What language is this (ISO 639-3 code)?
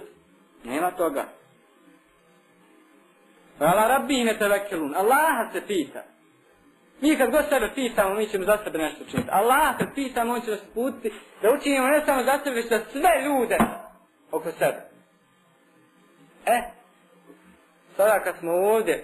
bos